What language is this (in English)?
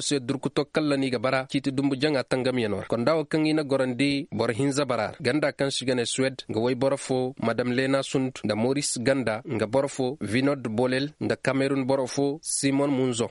Koyraboro Senni